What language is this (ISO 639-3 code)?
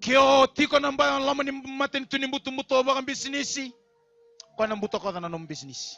fij